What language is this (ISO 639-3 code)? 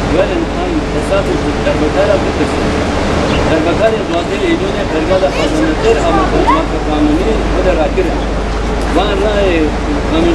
kur